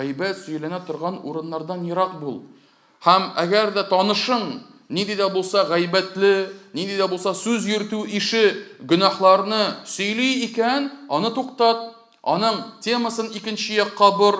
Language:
Tatar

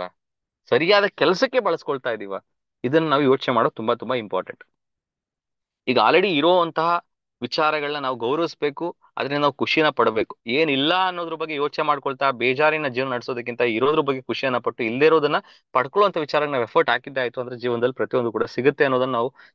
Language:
Kannada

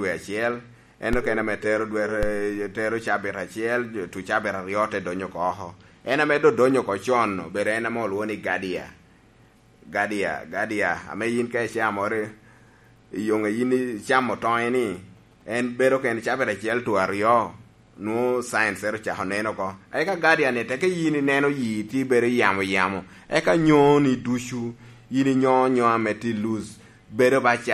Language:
Lango (Uganda)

